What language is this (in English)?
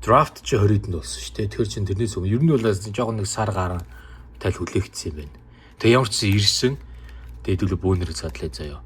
Mongolian